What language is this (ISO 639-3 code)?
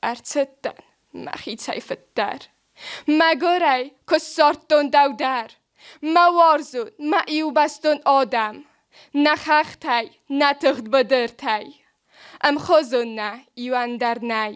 oss